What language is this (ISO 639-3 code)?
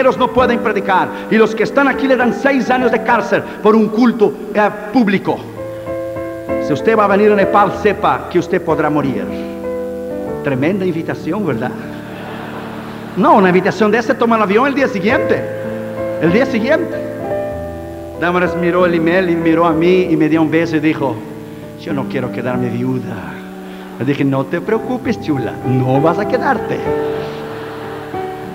spa